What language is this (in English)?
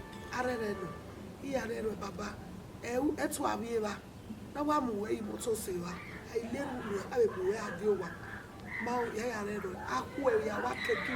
Bini